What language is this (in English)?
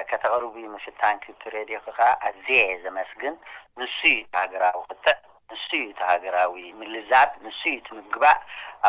Tigrinya